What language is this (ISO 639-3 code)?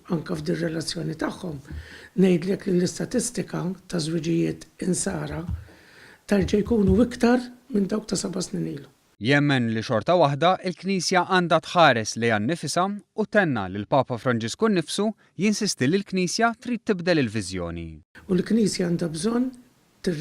mlt